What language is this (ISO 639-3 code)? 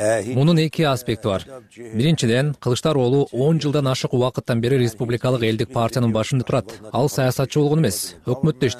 kir